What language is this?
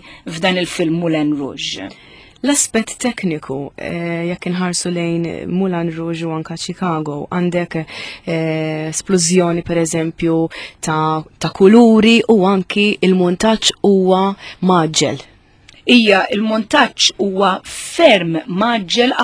Maltese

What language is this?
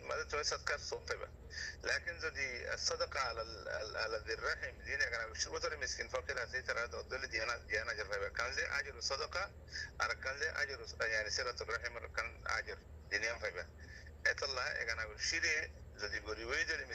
Rohingya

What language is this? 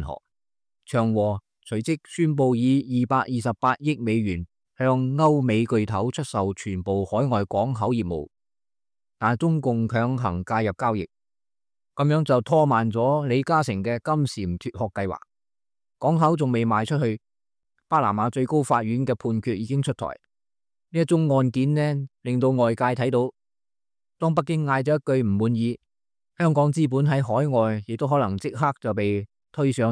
Cantonese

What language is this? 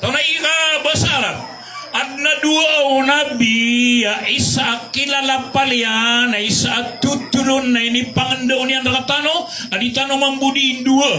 Maranao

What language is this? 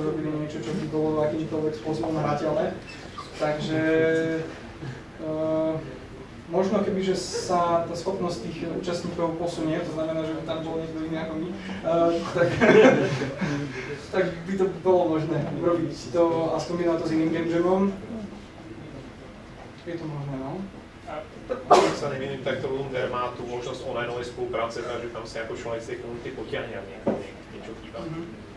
Slovak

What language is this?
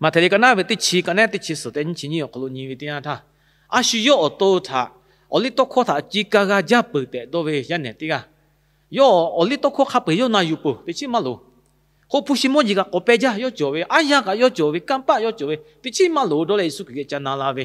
Lahu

